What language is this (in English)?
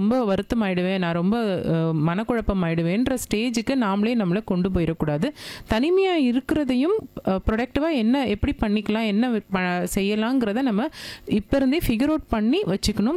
Tamil